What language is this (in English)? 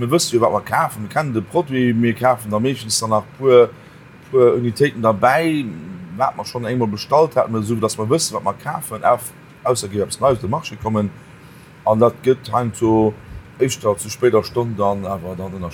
Luxembourgish